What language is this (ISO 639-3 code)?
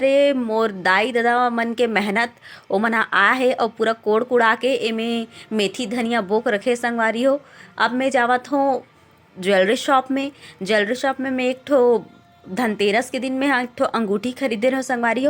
hne